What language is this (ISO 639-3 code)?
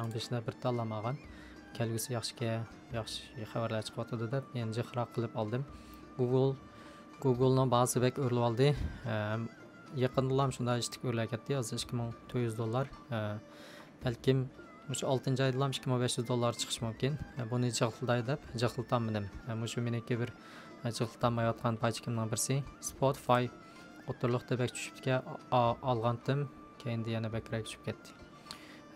uig